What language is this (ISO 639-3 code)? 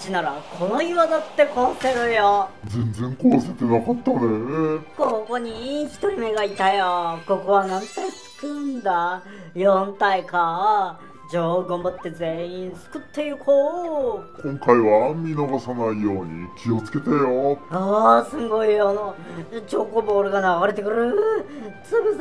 jpn